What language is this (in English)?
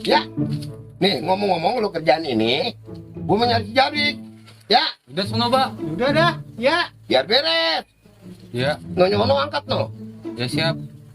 Betawi